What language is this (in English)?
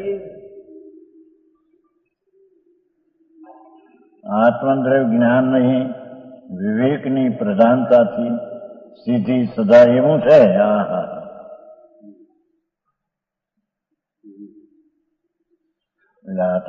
Gujarati